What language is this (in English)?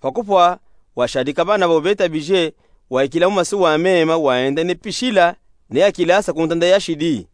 Luba-Katanga